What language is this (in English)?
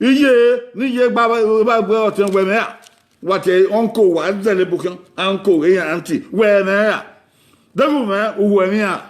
Bini